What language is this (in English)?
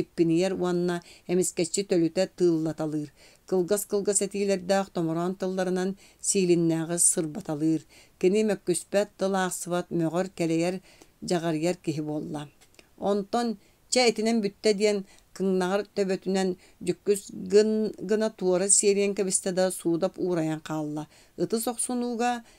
Yakut